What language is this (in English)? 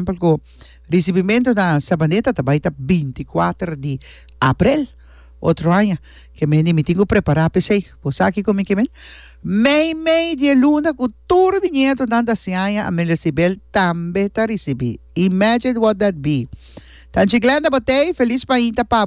Papiamento